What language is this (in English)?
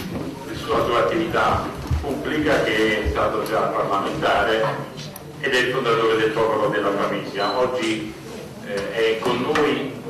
Italian